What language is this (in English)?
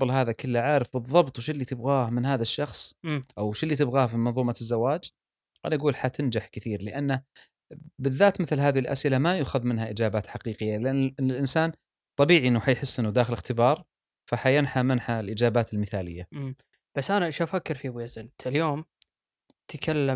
Gulf Arabic